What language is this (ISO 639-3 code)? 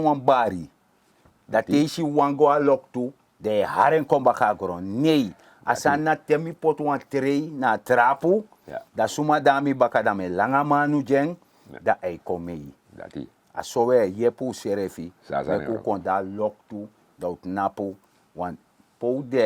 srn